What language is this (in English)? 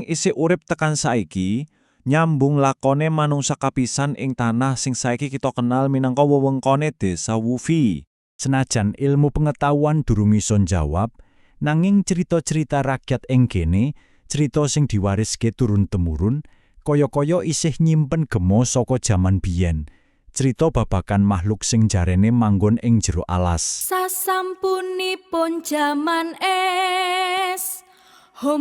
Javanese